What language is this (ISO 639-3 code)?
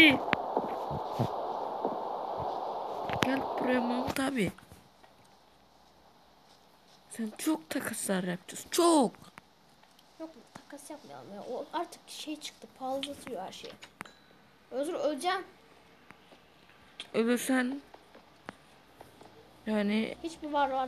tur